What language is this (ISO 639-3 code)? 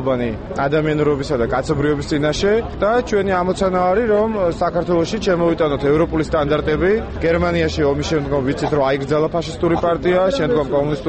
kat